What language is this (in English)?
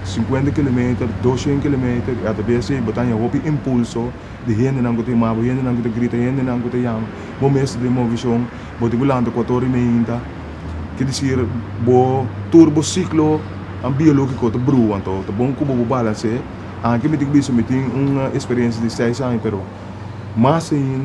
Papiamento